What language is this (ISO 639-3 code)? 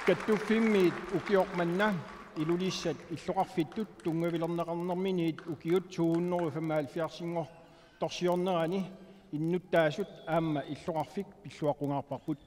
kal